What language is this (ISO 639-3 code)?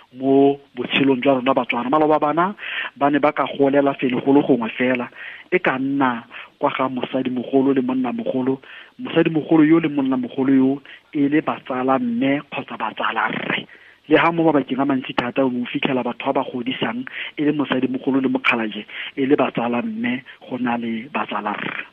tsn